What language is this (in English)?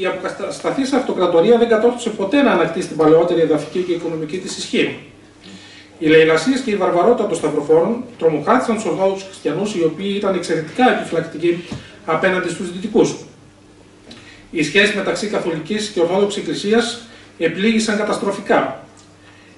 Greek